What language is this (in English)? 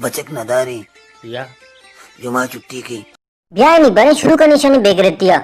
Baluchi